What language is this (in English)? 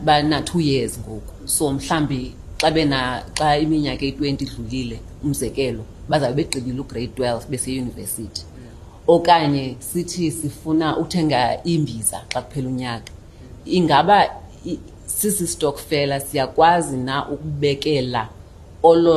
Xhosa